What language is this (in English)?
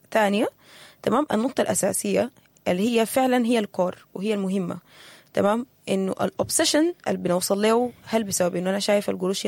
Sudanese Arabic